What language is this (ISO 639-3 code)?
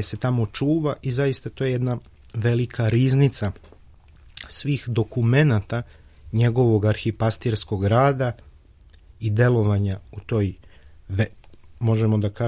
srp